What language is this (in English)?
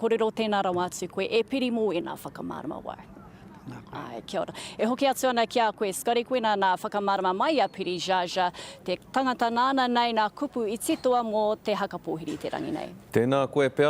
Māori